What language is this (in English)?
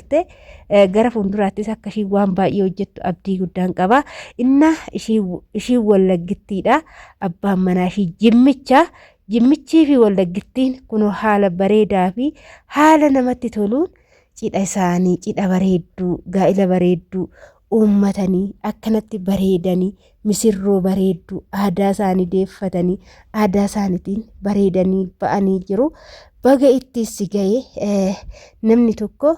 Oromo